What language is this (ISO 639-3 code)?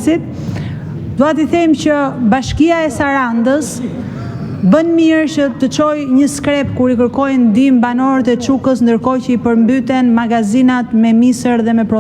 sqi